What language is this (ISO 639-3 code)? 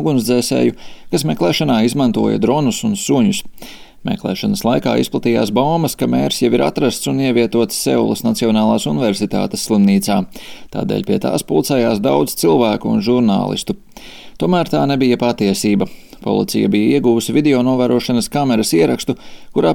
lav